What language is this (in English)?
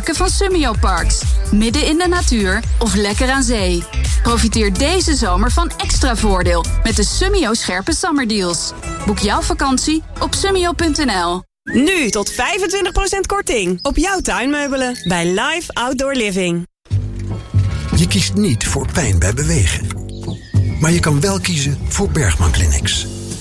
Dutch